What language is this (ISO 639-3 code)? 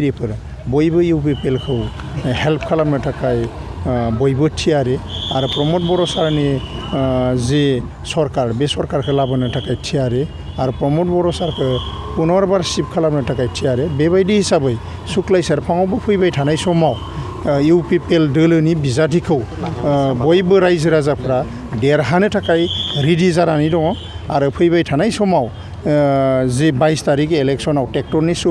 brx